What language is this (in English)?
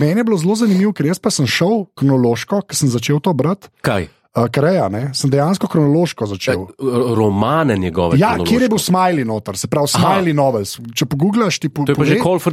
Slovenian